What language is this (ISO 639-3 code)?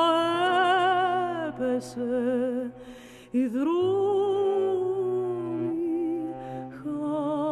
ell